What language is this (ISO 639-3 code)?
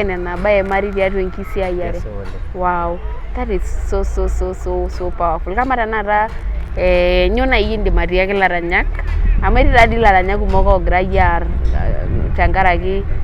mas